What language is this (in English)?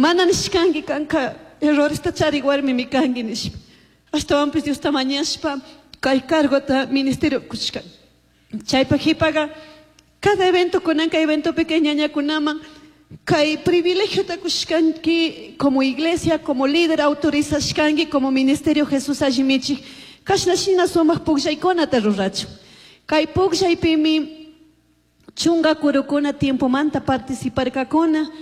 Chimborazo Highland Quichua